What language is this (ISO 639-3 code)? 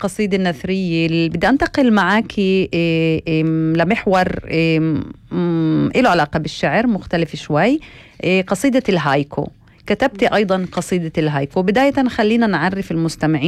apc